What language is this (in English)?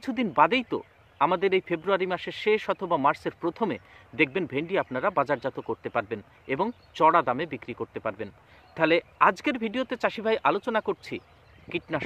Bangla